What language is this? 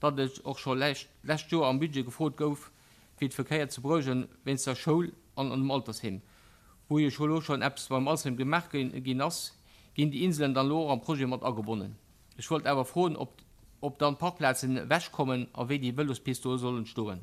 Luxembourgish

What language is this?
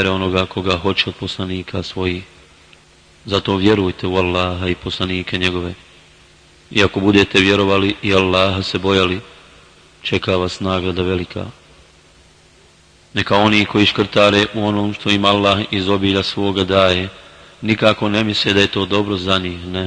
Bosnian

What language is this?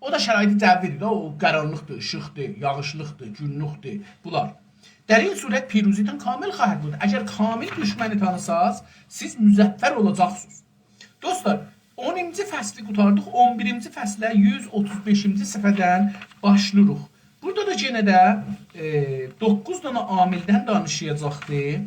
South Azerbaijani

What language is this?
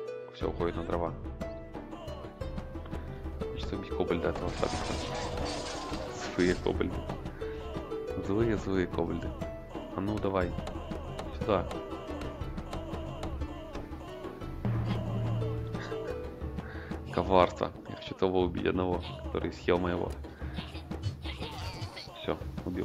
Russian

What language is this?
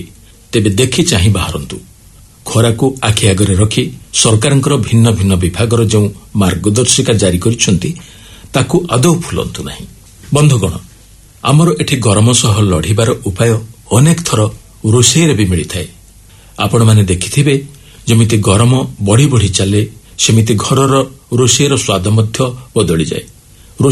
Odia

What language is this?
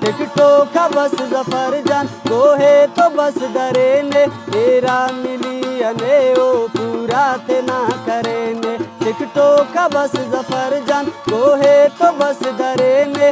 Brahui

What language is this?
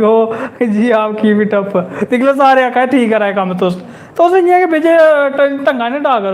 Dogri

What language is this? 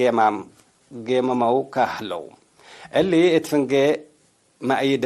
Tigre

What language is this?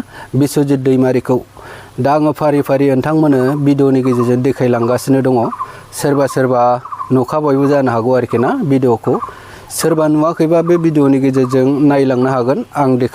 Bodo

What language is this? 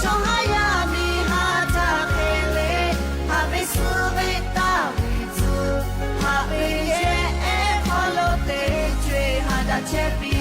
Lahu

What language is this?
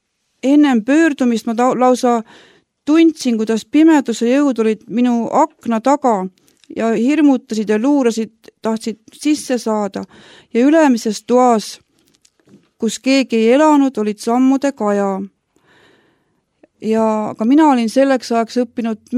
Estonian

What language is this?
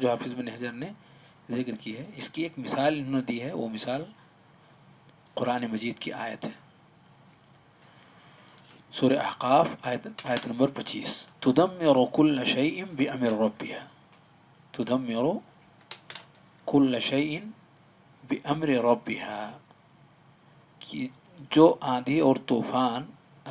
Urdu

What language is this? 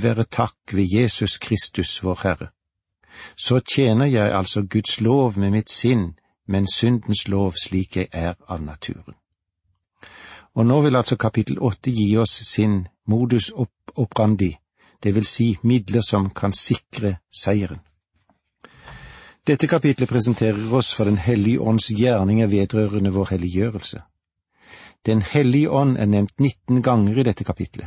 Norwegian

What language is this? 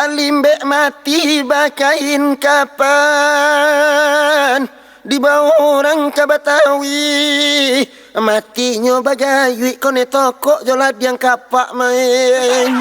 Minangkabau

